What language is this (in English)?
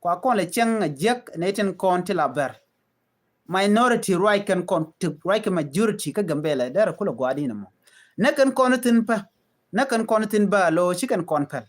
Nuer